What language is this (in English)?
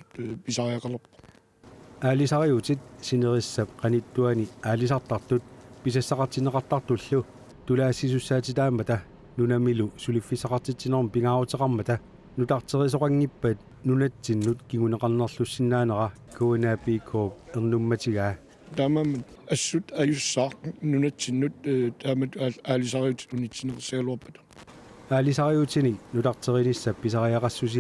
Kalaallisut